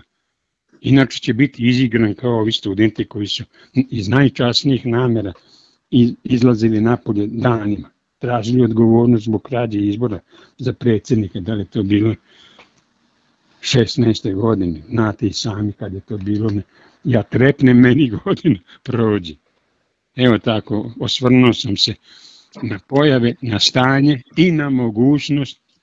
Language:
Serbian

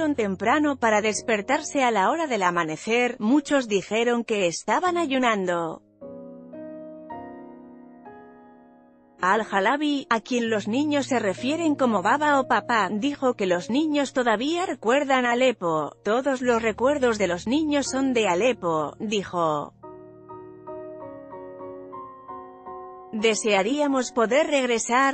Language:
Spanish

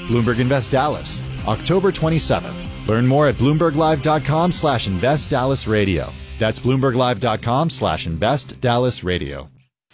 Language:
English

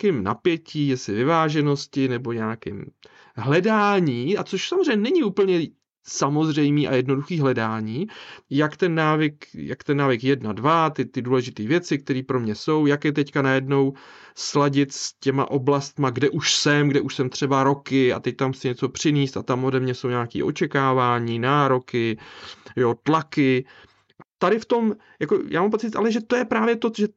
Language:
Czech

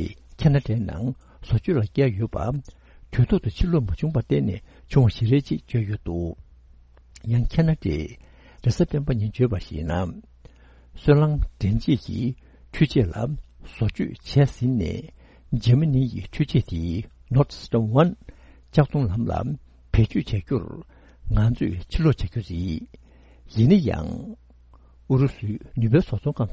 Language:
Tibetan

